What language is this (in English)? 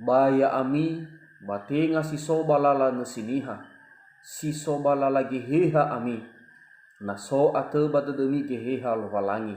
Nias